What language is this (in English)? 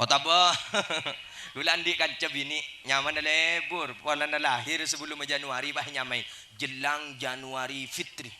Madurese